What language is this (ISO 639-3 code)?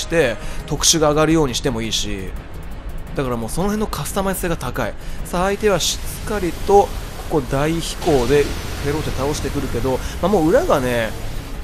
jpn